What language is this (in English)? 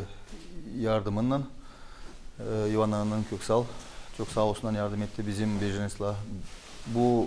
Gagauz